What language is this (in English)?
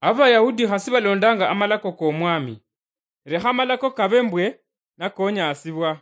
Luyia